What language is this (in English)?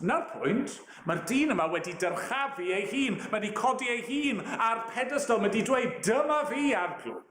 Welsh